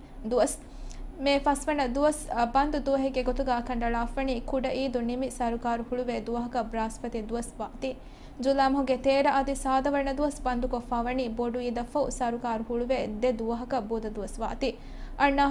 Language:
Divehi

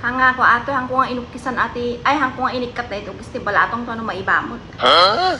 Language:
Iloko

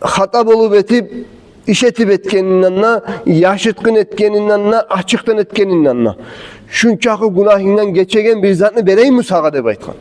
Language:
Kumyk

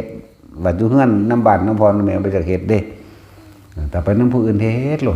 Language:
Lao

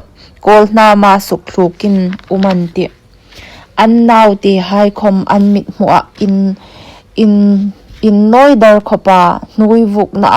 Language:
Hmar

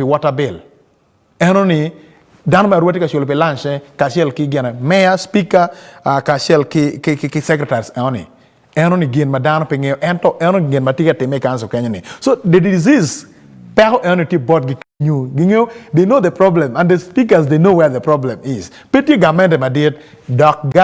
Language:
Acoli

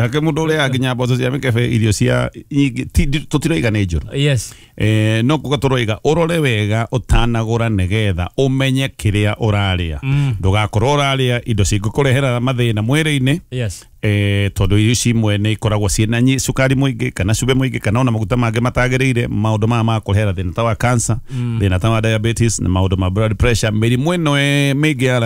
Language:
Kikuyu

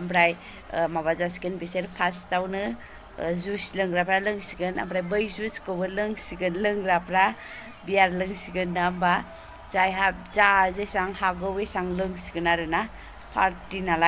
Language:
Bodo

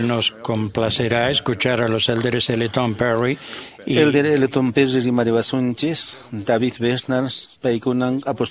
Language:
Quechua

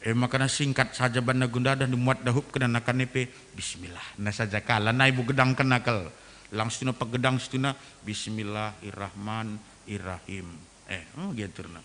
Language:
Batak Karo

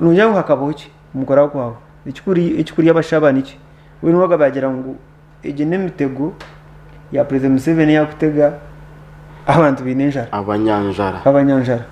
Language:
Nyankole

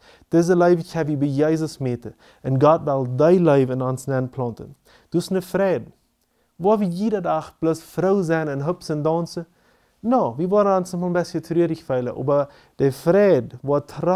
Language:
Plautdietsch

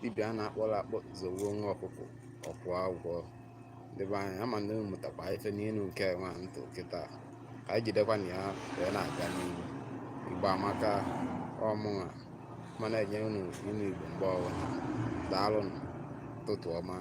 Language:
Igbo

